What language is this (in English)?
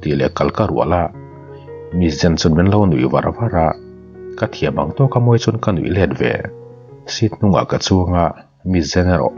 Mizo